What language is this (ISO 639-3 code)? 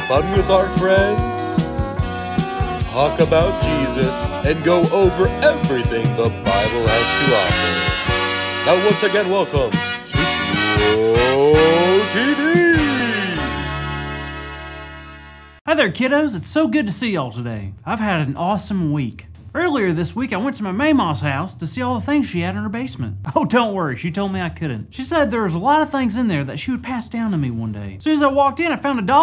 eng